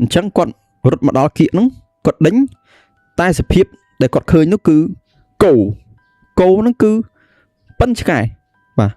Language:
Khmer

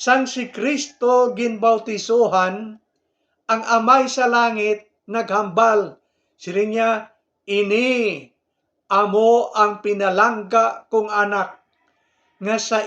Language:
Hiligaynon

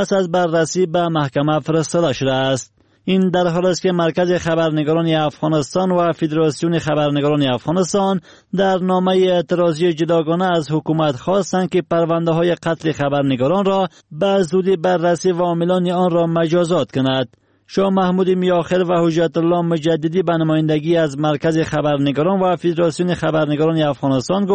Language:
Persian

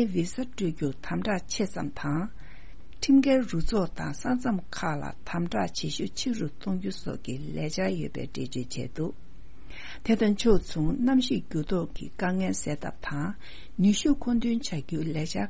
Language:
Tibetan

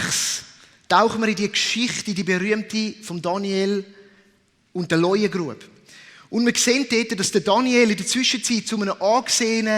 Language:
Swiss German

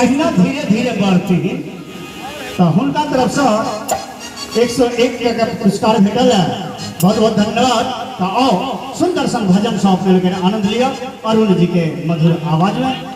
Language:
Maithili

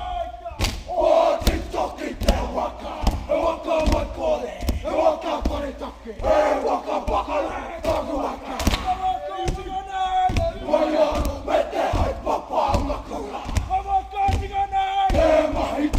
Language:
Māori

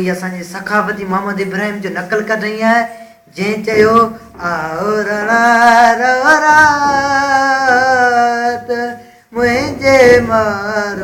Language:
Sindhi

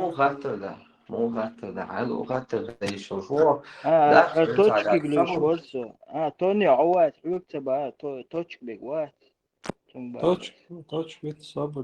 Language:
Chechen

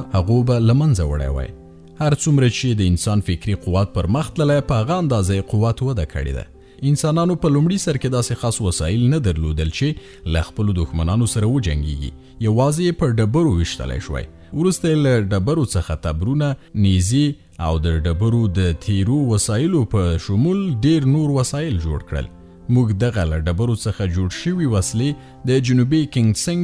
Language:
Pashto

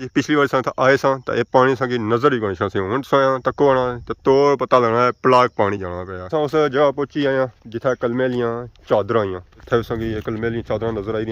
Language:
Pahari-Potwari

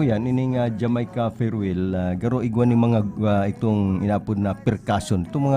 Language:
Bikol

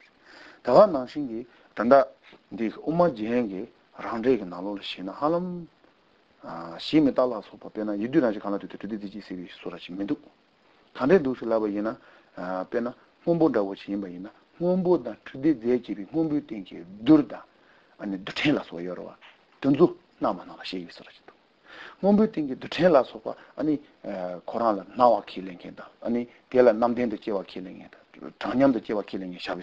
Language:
Korean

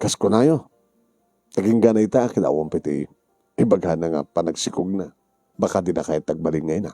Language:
Iloko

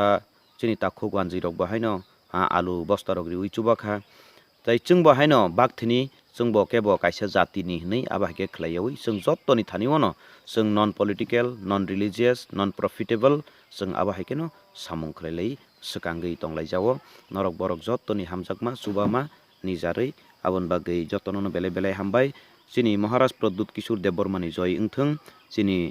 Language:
Kok Borok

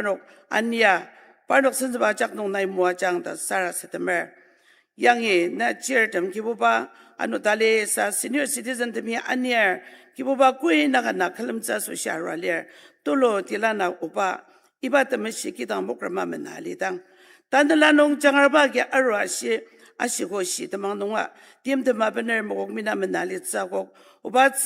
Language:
Ao Naga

